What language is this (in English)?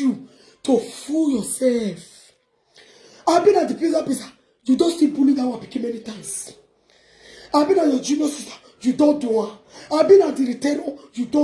Nigerian Pidgin